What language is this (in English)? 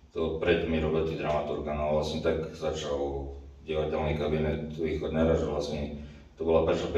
Rusyn